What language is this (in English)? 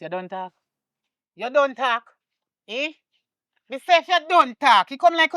Jamaican Creole English